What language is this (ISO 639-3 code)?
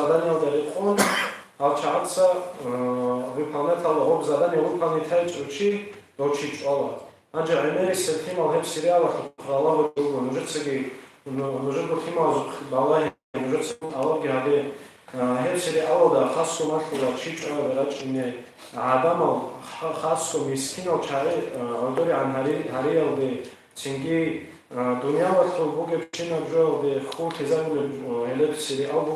ava